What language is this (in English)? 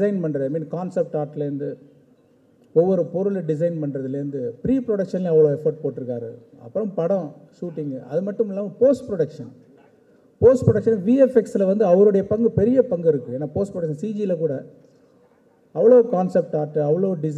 Tamil